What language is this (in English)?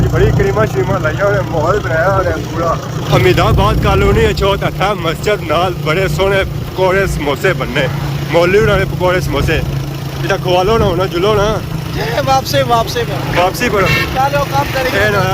Pahari-Potwari